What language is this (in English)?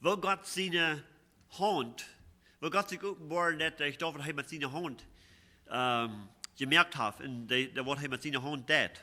Plautdietsch